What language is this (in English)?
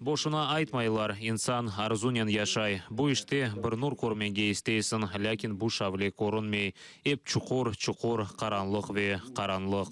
Crimean Tatar